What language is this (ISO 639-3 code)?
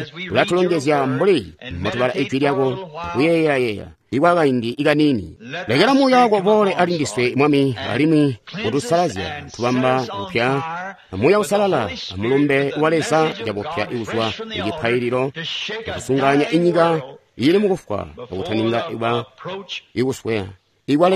toi